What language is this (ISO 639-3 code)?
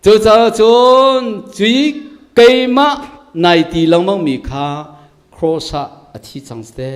cnh